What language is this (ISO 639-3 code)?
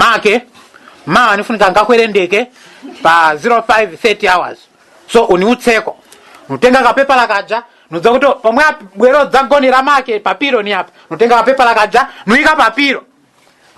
nya